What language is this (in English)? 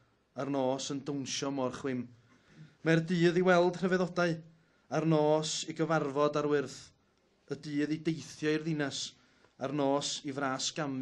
Welsh